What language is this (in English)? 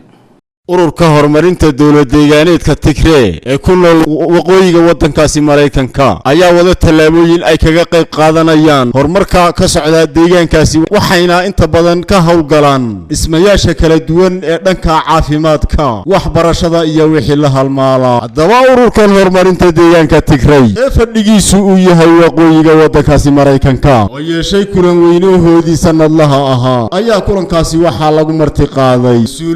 Somali